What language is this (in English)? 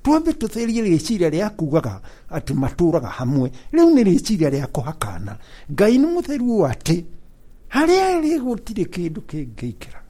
Kikuyu